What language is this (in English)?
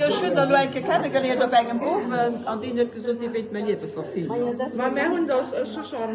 Luxembourgish